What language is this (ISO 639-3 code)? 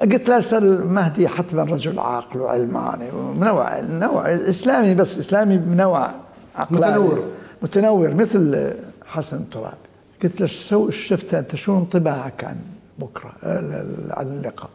acm